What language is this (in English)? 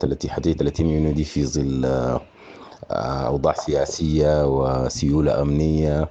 Sudanese Arabic